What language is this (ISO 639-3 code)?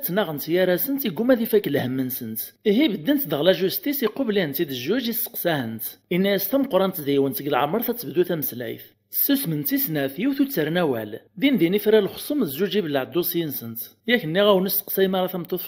kab